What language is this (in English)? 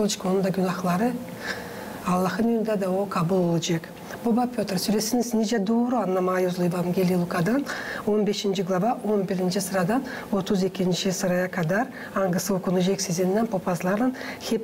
Gagauz